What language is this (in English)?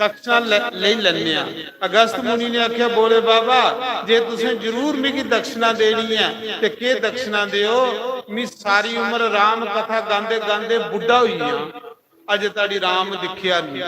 Dogri